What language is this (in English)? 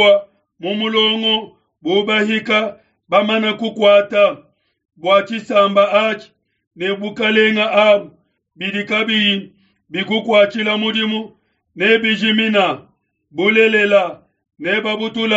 Luba-Lulua